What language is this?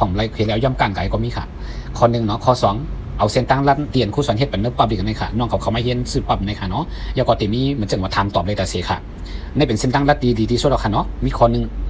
Shan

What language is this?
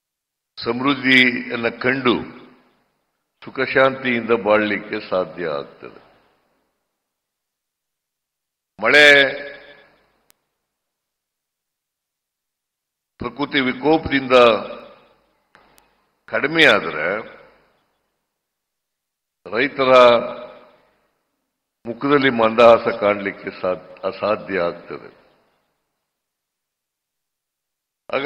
Kannada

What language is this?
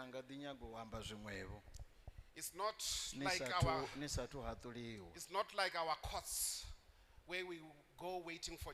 Venda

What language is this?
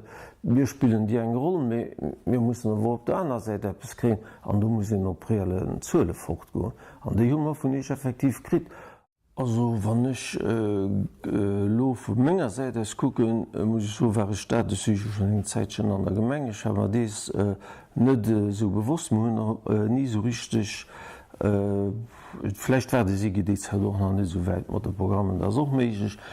Luxembourgish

